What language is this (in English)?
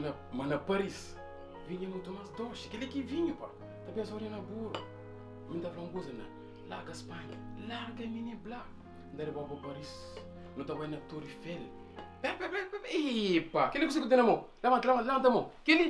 Kabuverdianu